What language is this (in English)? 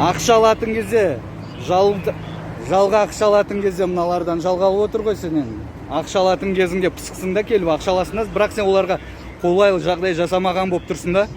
Kazakh